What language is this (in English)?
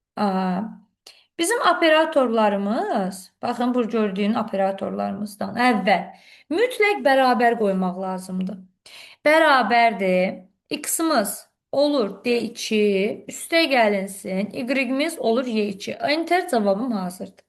Azerbaijani